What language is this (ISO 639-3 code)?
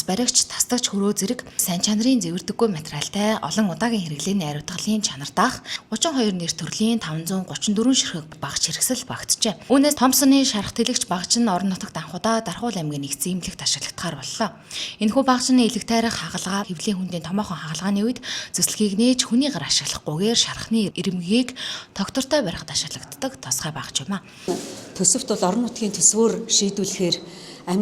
mon